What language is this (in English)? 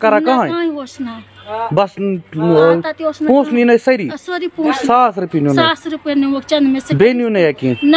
Kashmiri